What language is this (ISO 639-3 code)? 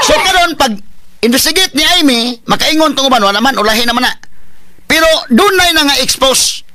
ceb